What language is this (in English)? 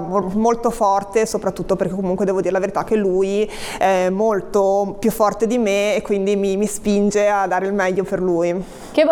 Italian